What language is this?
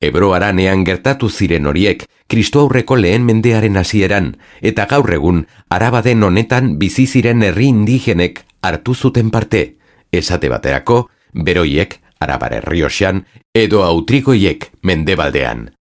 Basque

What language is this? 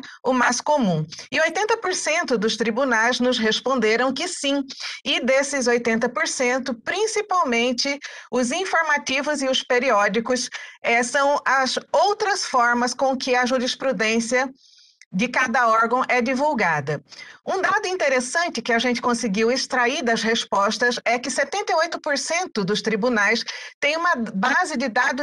Portuguese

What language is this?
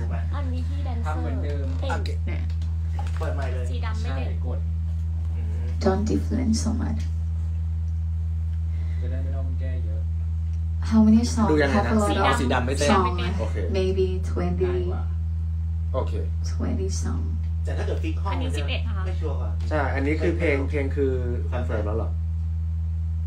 Thai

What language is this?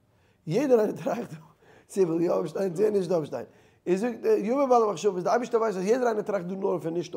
Yiddish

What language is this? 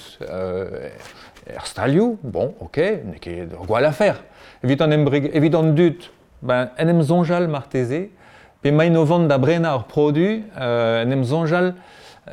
Breton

